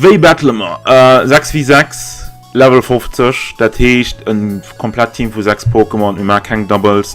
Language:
Luxembourgish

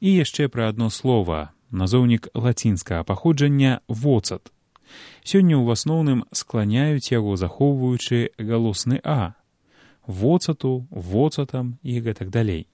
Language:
Belarusian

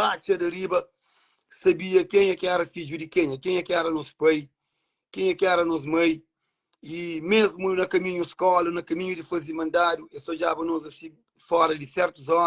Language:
Kabuverdianu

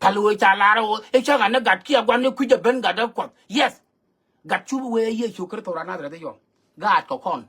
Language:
Nuer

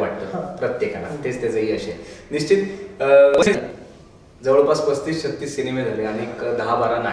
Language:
Marathi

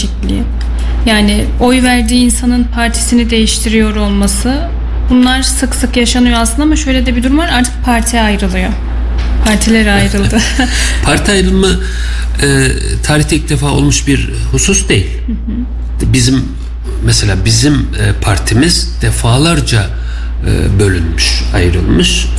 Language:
Turkish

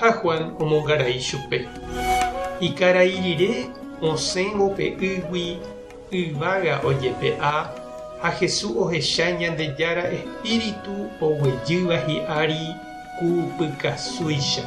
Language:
Guarani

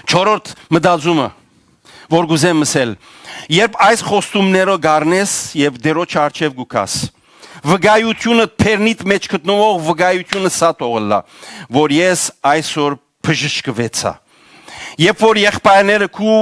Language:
Western Armenian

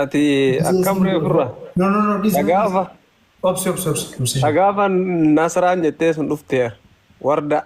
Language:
Oromo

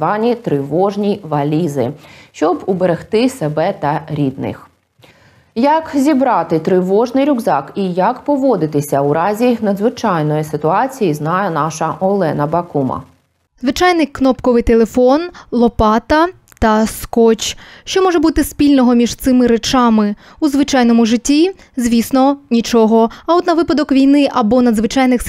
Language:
Ukrainian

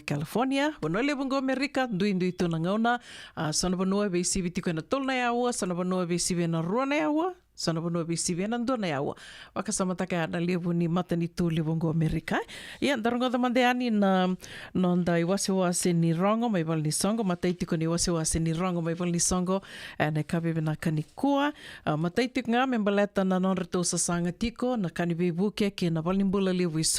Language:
Fijian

